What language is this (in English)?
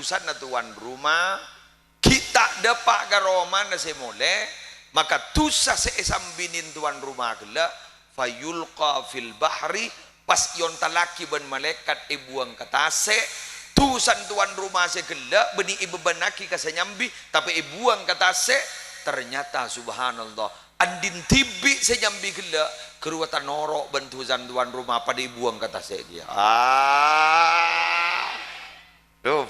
Madurese